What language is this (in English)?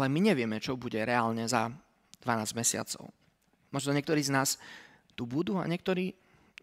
Slovak